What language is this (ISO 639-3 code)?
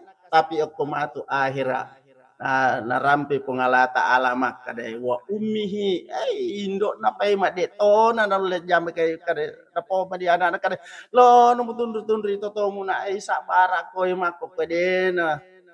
bug